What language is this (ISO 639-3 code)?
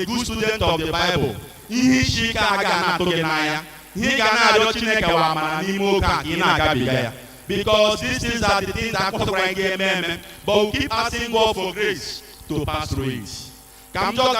ibo